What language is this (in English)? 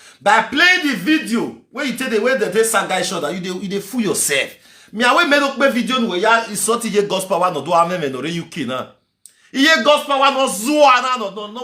Nigerian Pidgin